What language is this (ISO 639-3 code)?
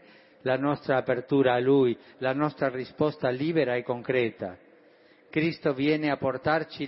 ita